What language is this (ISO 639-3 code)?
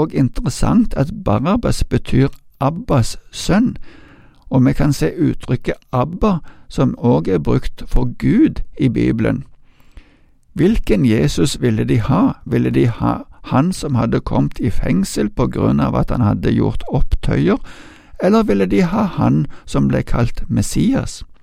nor